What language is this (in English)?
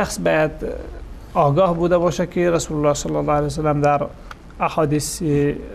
Persian